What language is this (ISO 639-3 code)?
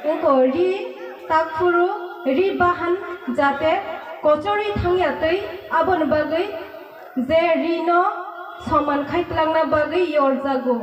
trp